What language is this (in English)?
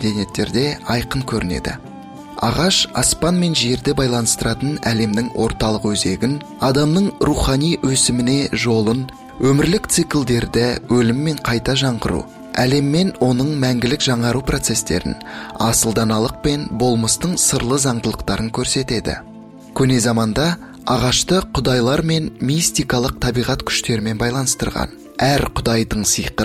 Kazakh